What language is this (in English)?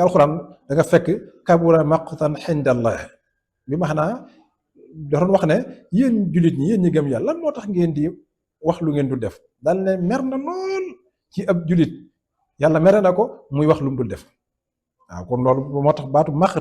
Wolof